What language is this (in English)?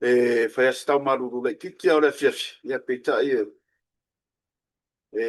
Samoan